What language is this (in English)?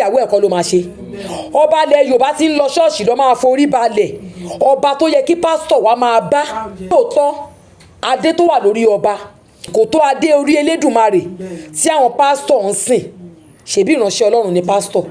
Yoruba